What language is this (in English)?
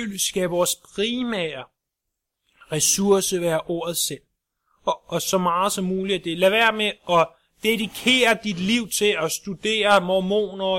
Danish